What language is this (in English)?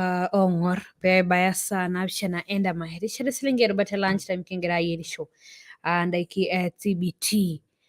Masai